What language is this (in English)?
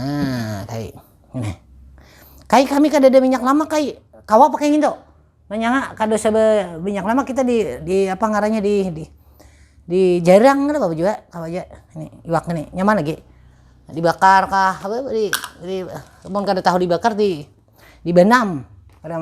Banjar